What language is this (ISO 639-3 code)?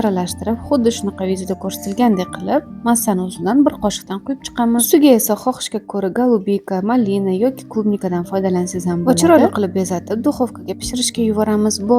uzb